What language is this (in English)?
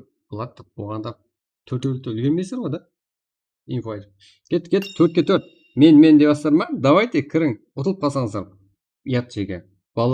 Kara-Kalpak